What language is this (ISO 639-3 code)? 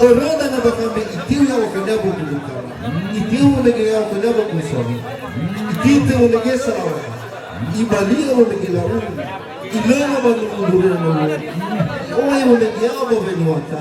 nia